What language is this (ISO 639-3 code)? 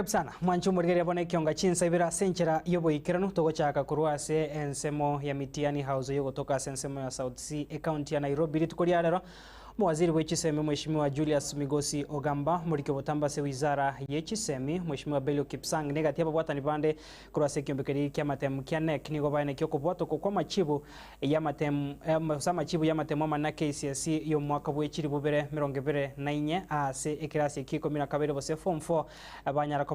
guz